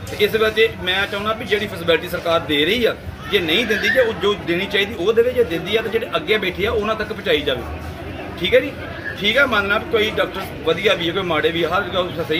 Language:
Punjabi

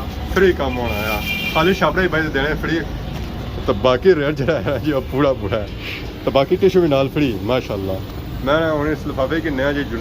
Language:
Pahari-Potwari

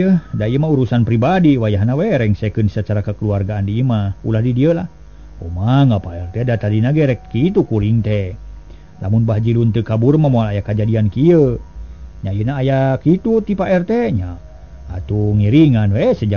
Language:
Sundanese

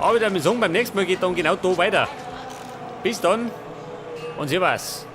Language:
Bavarian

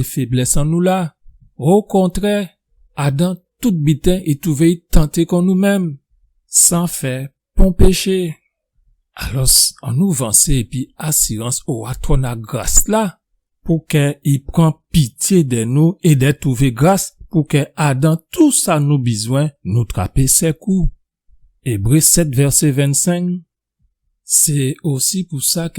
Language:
Guadeloupean Creole French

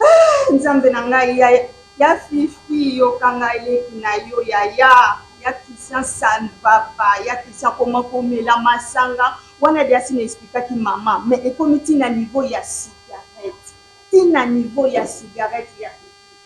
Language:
Lingala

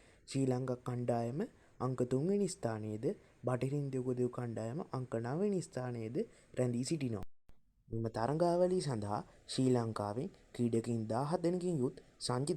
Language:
Sinhala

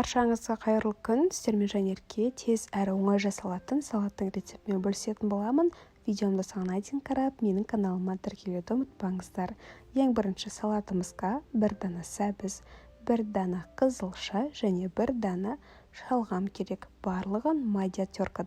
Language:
Kazakh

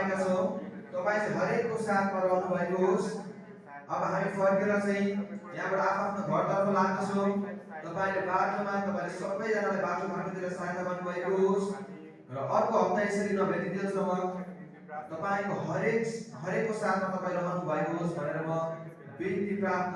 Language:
Nepali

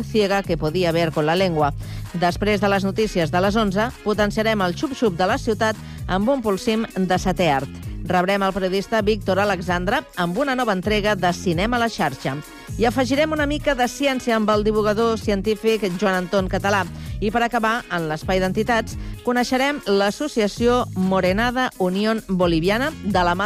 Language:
Catalan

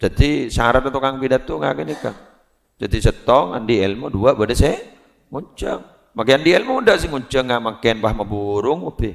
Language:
Madurese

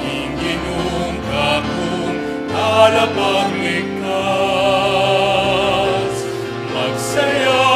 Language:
Pampanga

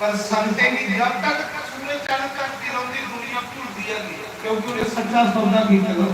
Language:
Dogri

